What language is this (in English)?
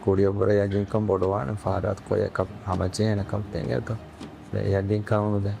Divehi